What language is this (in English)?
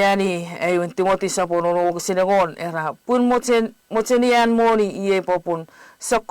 Chuukese